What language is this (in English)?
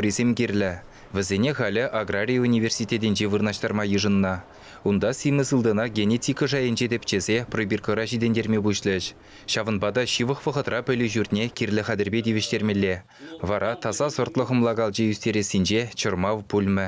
Chuvash